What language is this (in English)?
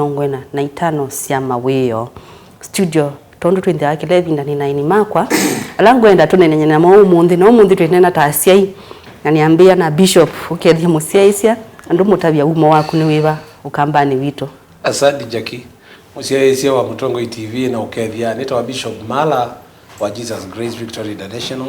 Kamba